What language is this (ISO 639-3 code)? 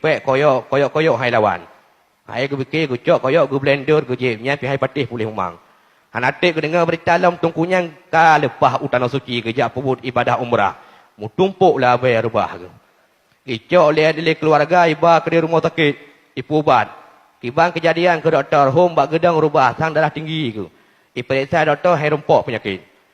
ace